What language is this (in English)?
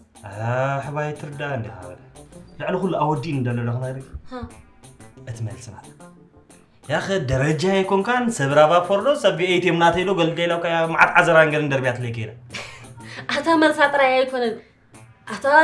Tigrinya